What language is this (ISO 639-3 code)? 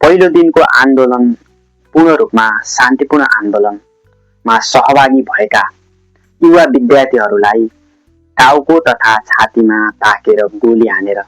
nep